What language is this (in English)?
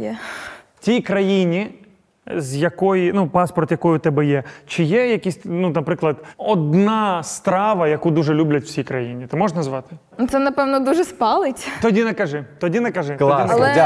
Ukrainian